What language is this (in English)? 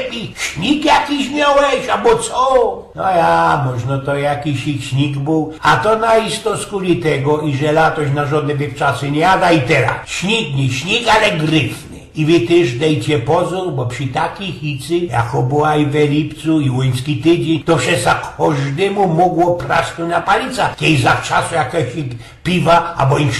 Silesian